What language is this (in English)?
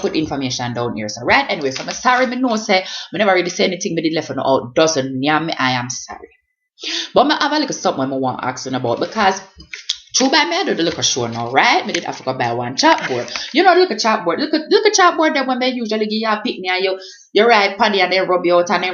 Jamaican Creole English